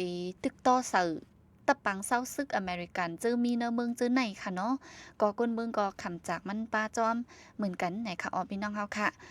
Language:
Shan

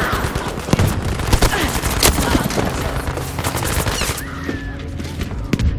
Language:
German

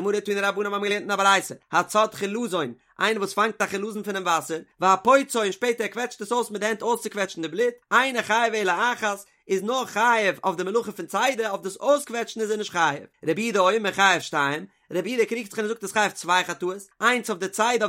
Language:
Yiddish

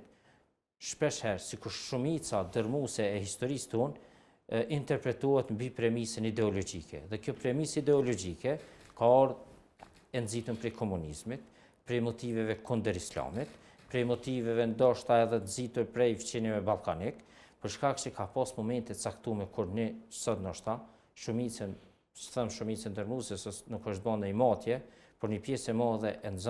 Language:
Albanian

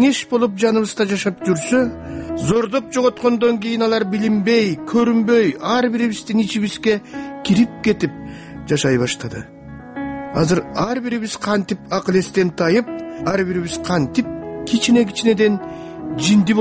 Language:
Kyrgyz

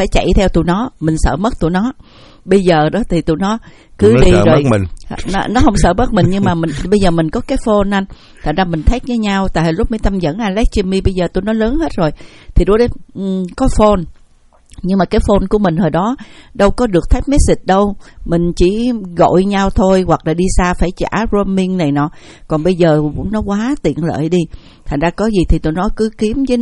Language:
Vietnamese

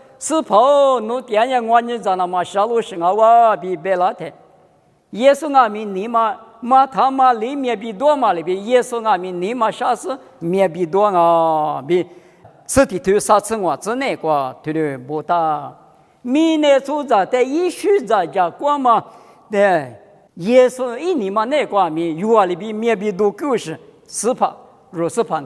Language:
Lisu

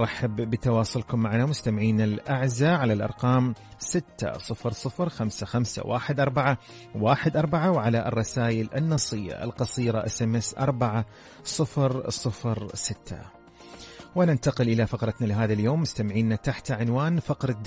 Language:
Arabic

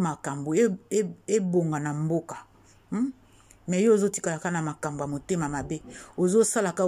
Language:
Lingala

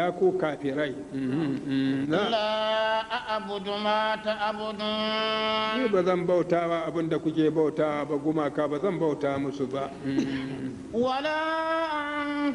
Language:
Hausa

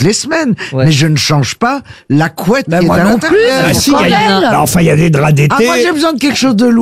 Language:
French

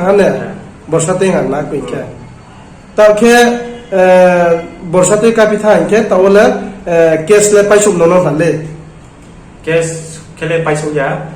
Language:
Riang (India)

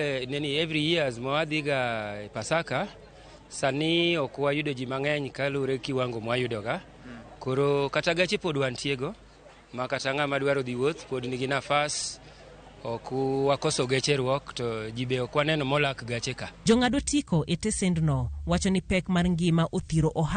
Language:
Luo (Kenya and Tanzania)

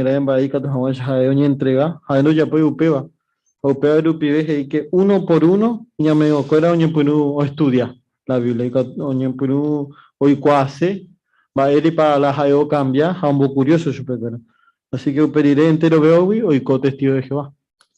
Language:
Guarani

